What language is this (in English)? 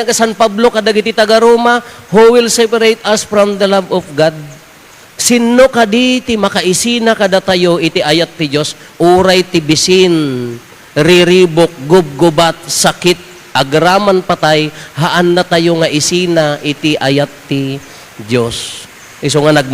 Iloko